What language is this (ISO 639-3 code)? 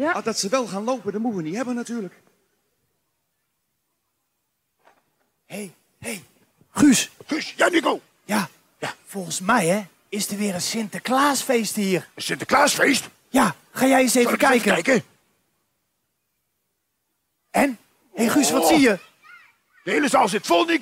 nld